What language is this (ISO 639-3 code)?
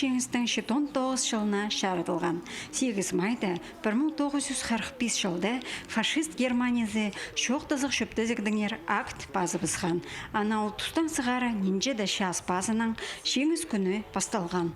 kjh